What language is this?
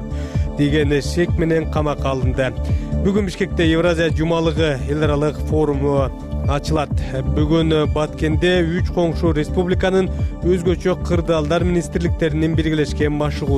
Kyrgyz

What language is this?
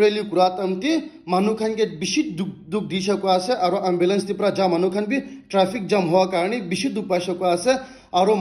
Naga Pidgin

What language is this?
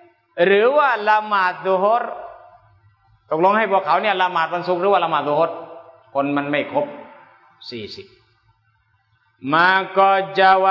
Thai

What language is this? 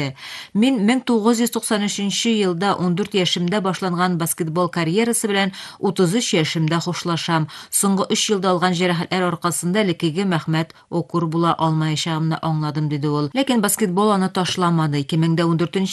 Tatar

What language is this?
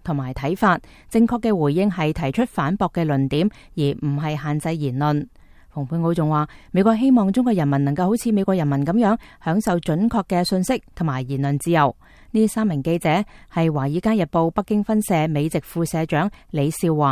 Cantonese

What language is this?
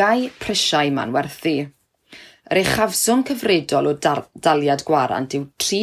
Welsh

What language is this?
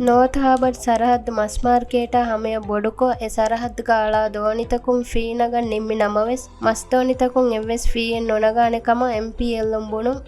Divehi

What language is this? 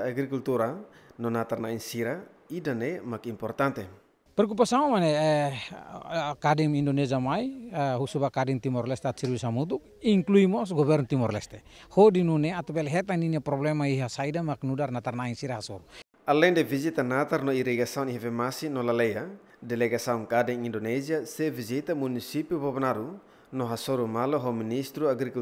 Tetum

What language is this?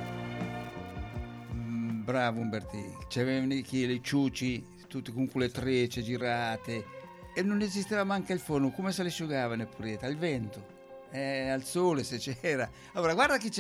Italian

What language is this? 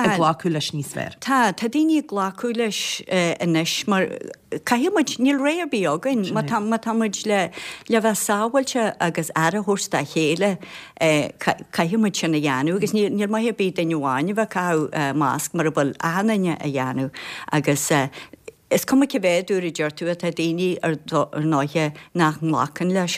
Irish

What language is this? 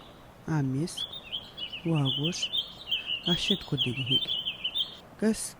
Atikamekw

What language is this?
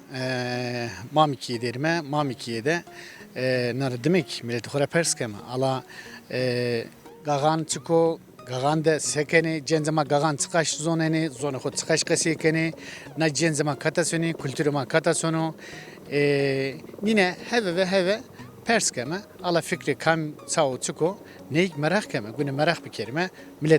Zaza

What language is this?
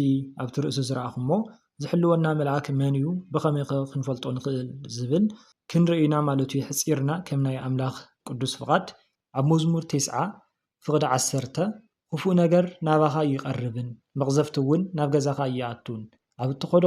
Tigrinya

